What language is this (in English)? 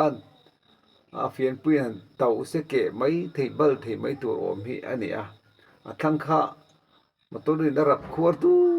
Mizo